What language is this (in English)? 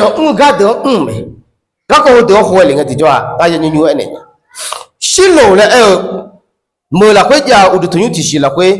Akha